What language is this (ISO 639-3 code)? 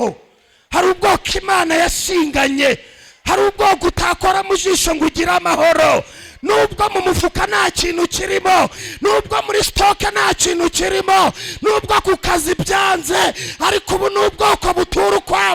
kin